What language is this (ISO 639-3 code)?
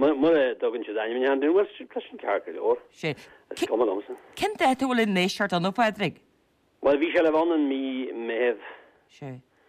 gle